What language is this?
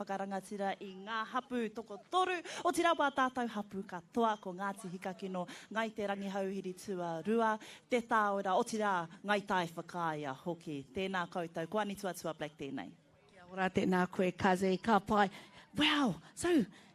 Māori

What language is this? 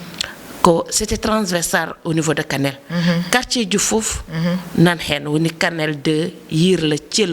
Fula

